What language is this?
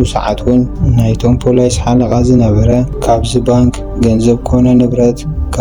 Tigrinya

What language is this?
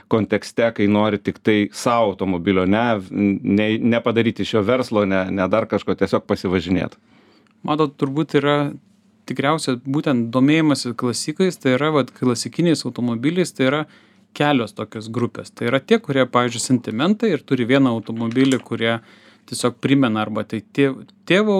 Lithuanian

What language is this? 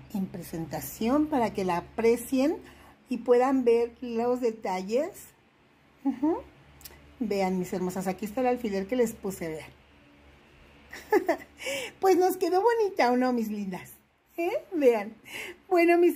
Spanish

